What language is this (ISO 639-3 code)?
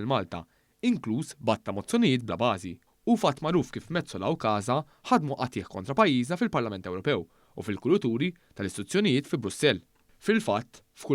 mlt